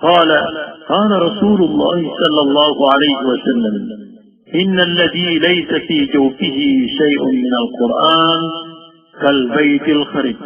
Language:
Maranao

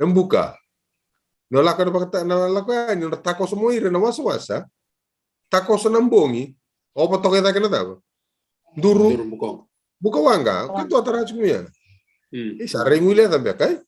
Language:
Fijian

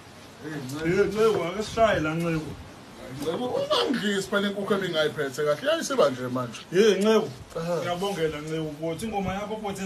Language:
Zulu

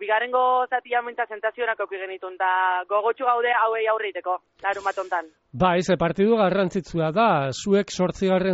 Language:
Basque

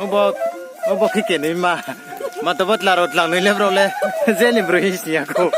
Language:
Riang (India)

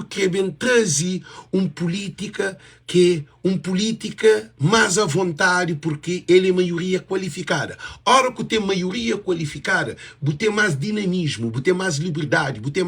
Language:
Kabuverdianu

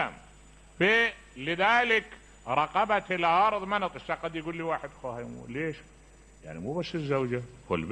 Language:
Mesopotamian Arabic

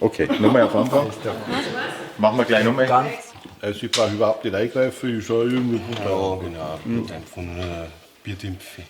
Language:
Bavarian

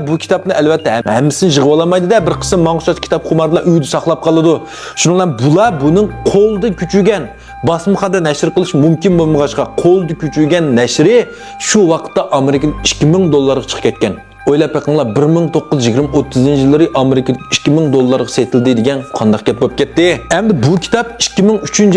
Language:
Uyghur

